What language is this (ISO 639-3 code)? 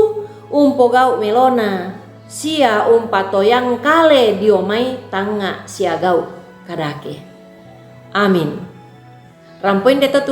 sda